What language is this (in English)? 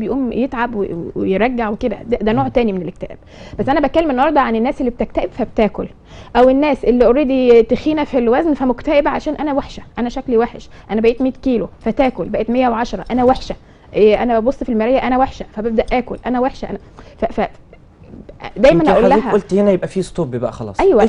Egyptian Arabic